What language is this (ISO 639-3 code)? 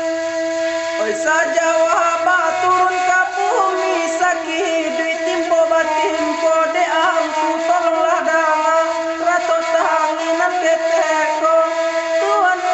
min